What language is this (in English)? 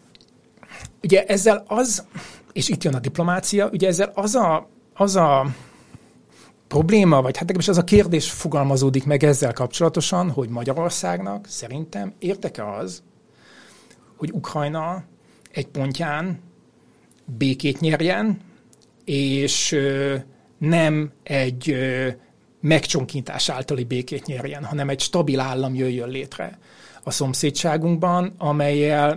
Hungarian